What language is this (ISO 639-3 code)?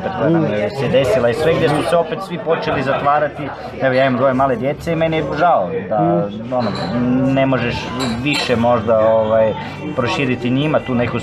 hrv